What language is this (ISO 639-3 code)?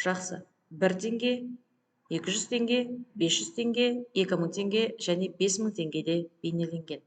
kaz